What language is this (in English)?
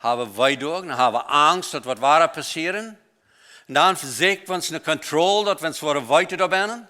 Plautdietsch